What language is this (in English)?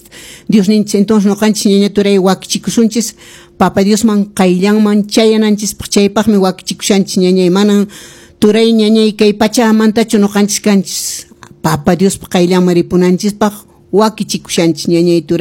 Quechua